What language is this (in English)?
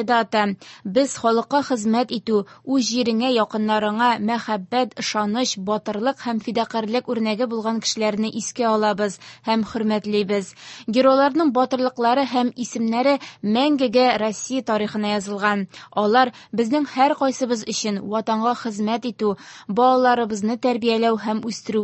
Tatar